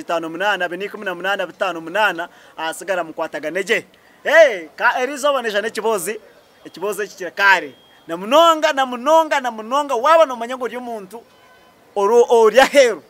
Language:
Nyankole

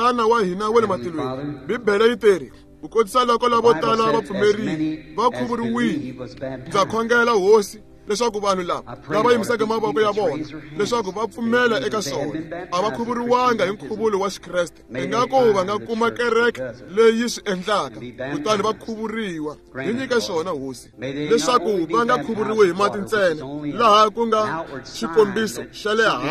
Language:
Tsonga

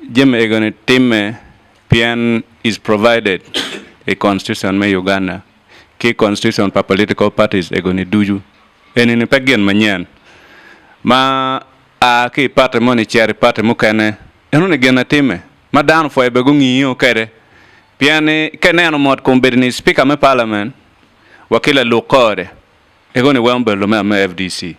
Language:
Acoli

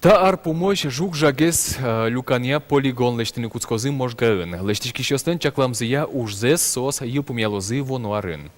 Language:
Udmurt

